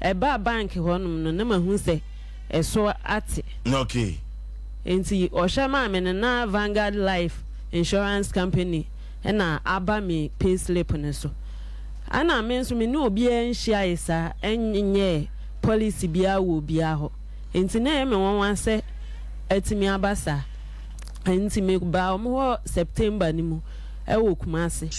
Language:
Akan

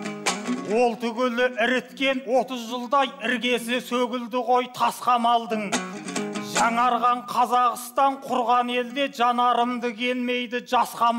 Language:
Kazakh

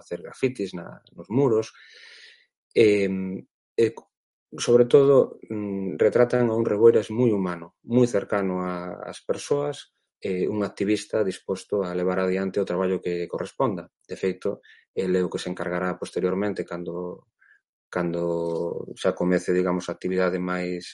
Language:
Galician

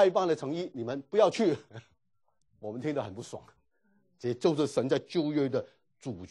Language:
Chinese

